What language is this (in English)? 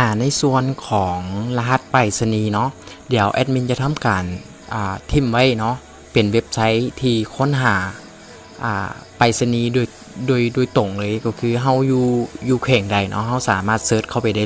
Lao